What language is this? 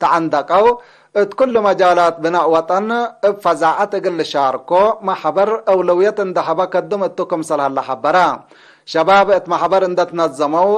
Tigre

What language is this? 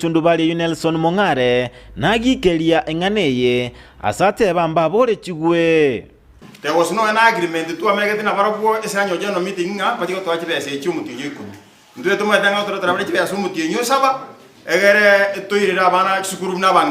Gusii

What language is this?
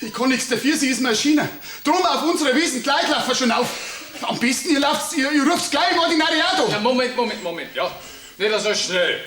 Bavarian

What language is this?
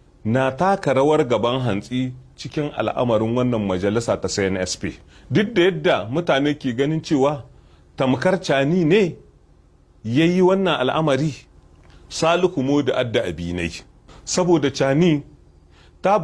Hausa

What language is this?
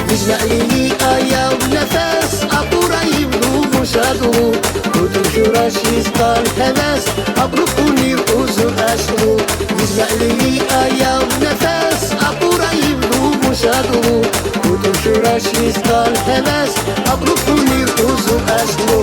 Tabassaran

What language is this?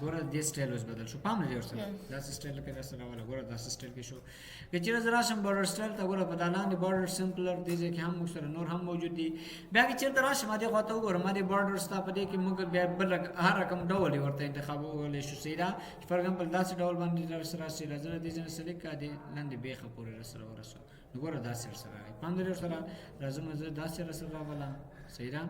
Pashto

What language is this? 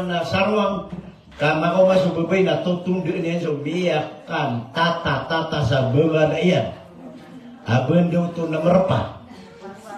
Maranao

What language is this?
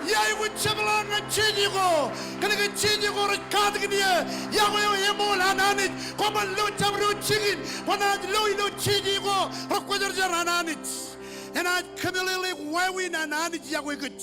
Marshallese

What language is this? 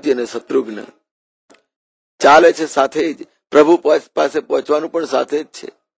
Gujarati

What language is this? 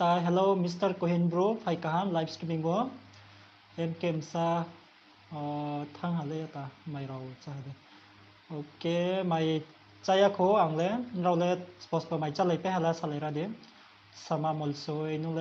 Riang (India)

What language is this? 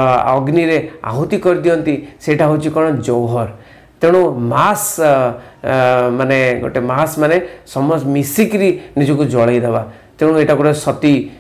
Odia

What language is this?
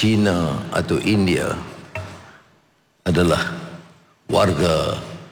Malay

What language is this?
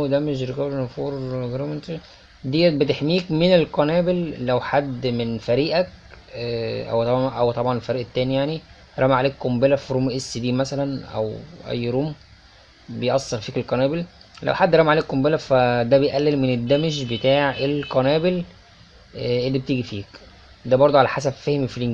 Egyptian Arabic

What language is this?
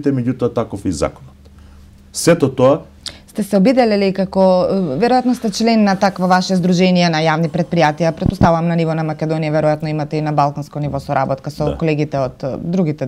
Macedonian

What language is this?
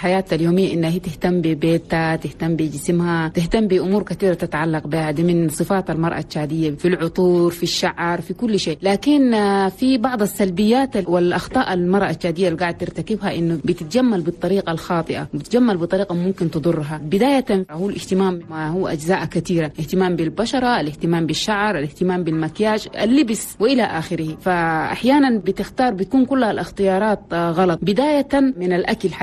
Chadian Arabic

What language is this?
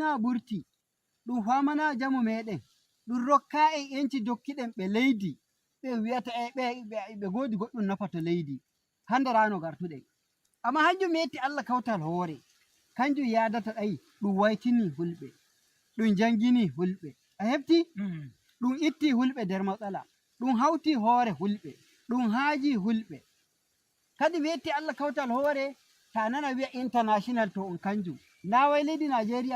Nigerian Fulfulde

